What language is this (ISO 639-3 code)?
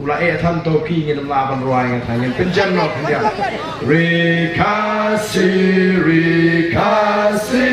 kha